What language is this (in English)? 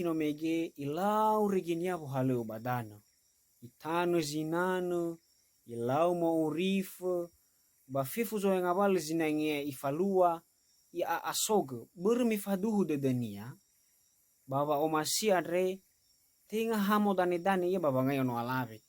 Nias